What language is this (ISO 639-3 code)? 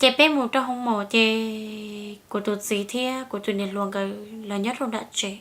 hmn